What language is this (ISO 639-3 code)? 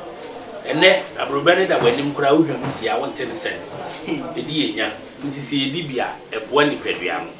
aka